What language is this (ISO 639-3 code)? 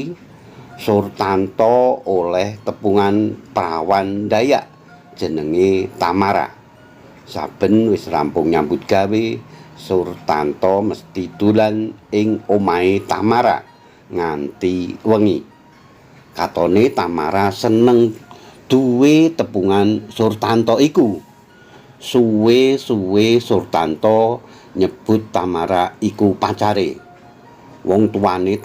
jav